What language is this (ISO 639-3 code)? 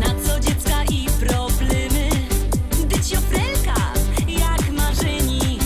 szl